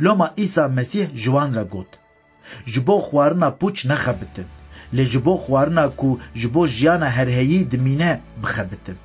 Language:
Kurdish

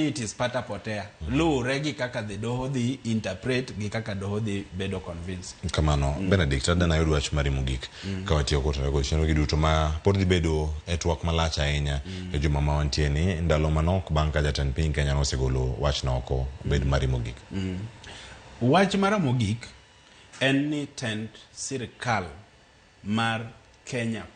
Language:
Luo (Kenya and Tanzania)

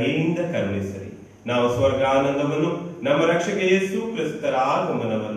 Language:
Kannada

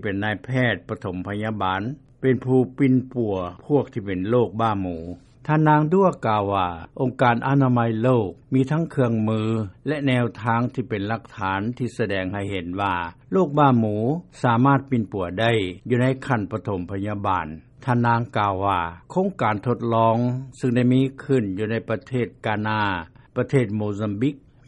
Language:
Lao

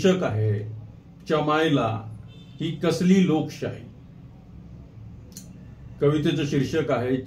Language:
Marathi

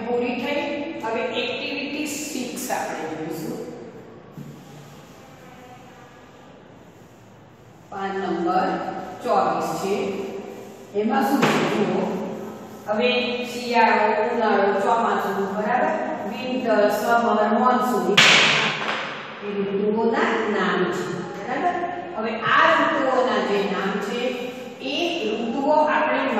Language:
Gujarati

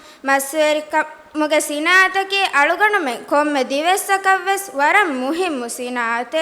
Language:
Divehi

